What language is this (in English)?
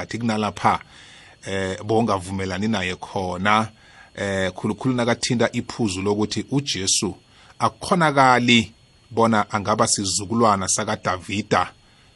South Ndebele